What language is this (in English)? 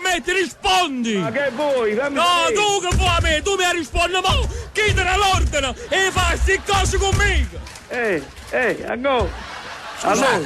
Neapolitan